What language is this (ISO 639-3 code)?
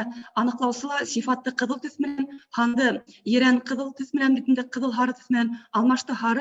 bak